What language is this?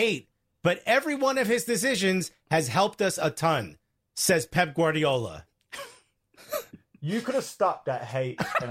English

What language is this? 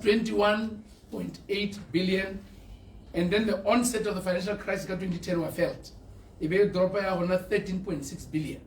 Tswana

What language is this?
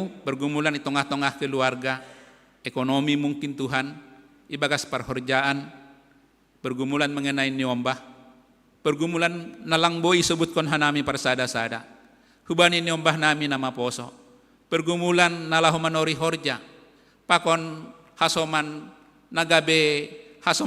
Batak Simalungun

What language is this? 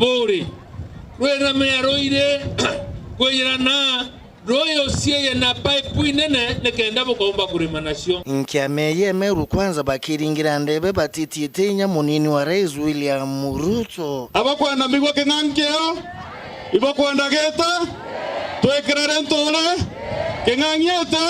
Meru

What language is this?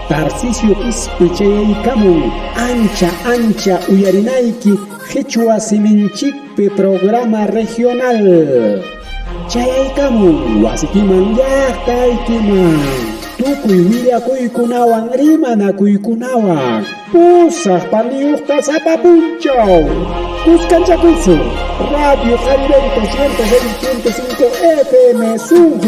Ayacucho Quechua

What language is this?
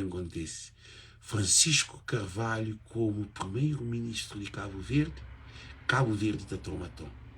Kabuverdianu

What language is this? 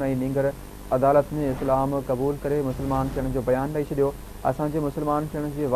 Sindhi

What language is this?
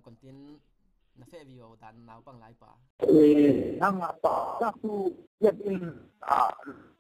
Falam Chin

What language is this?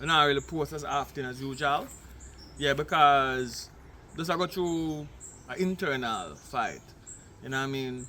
Jamaican Creole English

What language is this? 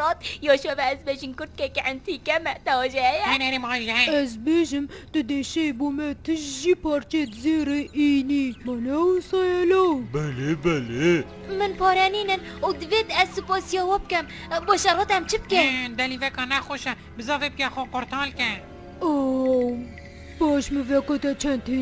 Kurdish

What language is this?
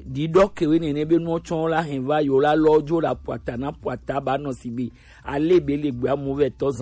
Gen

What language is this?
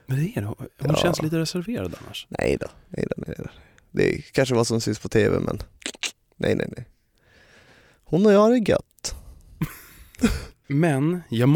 Swedish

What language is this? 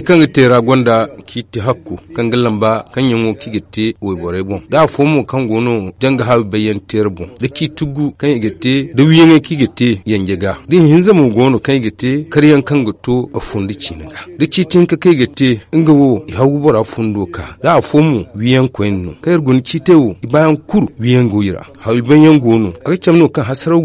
Zarma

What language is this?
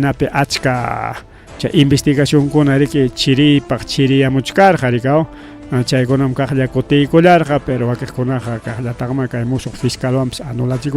Ayacucho Quechua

